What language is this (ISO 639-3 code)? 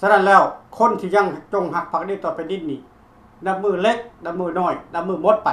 lao